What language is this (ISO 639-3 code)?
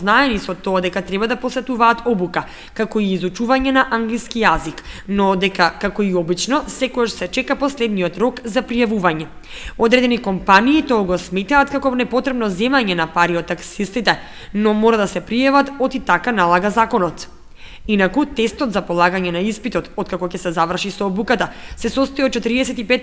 mkd